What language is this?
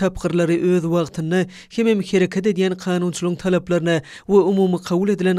Turkmen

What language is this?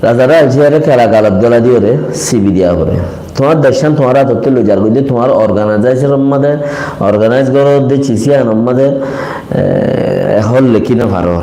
Rohingya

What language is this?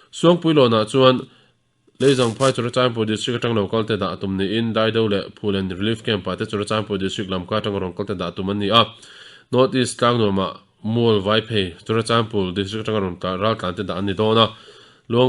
Mizo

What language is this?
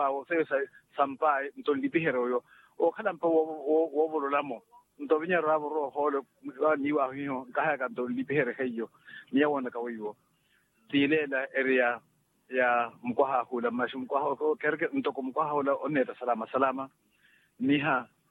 Makhuwa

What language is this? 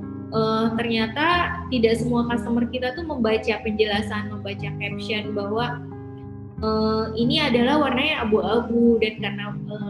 Indonesian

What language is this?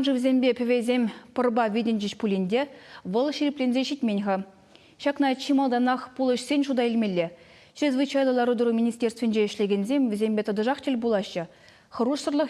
Chuvash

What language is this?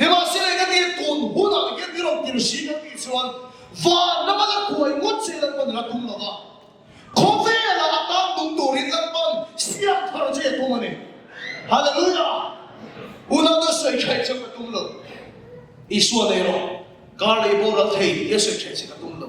Mizo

